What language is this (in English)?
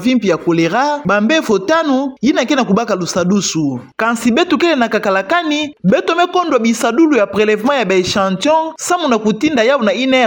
Kituba (Democratic Republic of Congo)